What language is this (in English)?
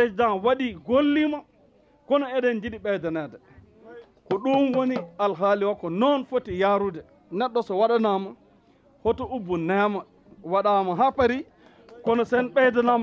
Fula